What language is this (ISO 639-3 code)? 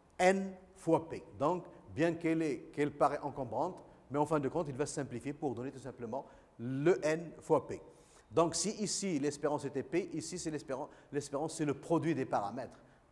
fra